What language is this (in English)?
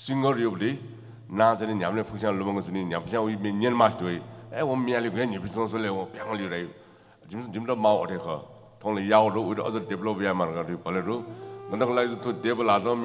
Newari